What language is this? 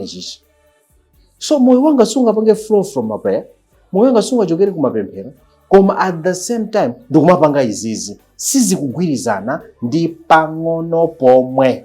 Nyanja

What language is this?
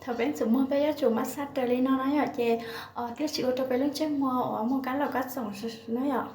Hmong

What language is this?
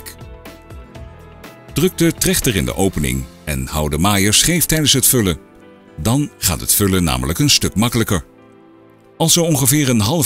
Dutch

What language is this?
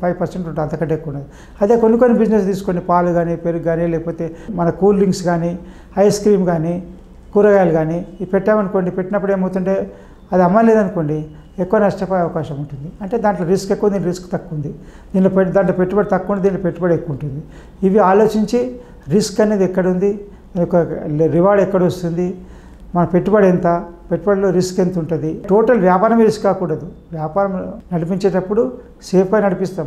Telugu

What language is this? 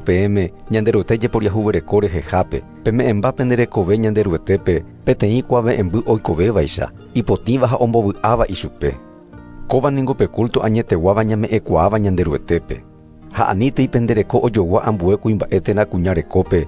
Guarani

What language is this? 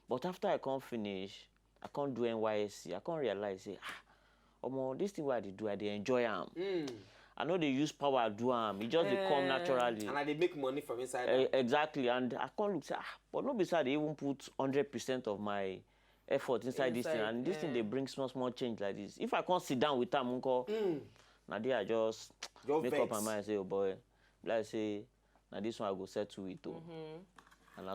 Nigerian Pidgin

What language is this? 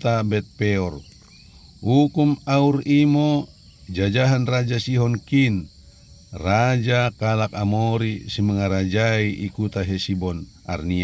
Batak Dairi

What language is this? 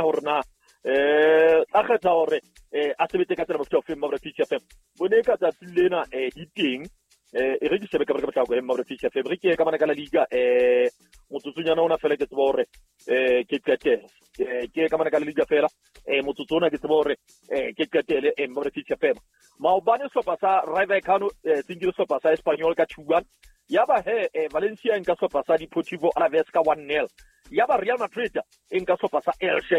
Southern Sotho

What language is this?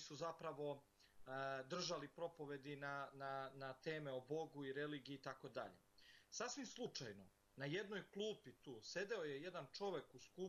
Serbian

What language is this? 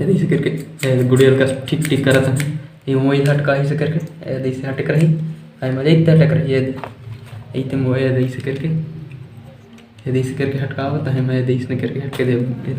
Chhattisgarhi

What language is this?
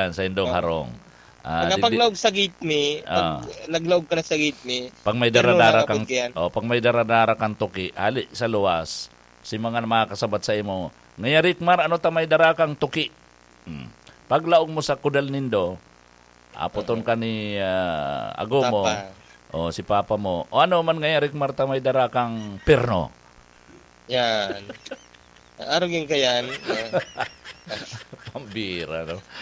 Bikol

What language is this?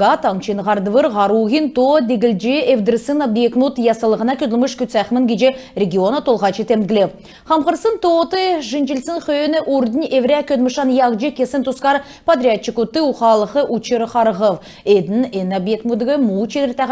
Kalmyk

